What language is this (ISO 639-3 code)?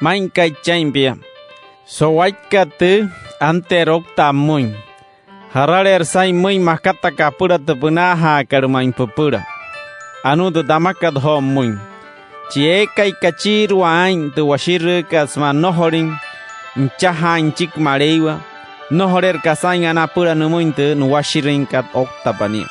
guc